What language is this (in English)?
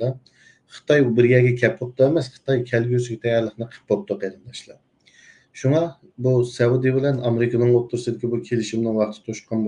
Uyghur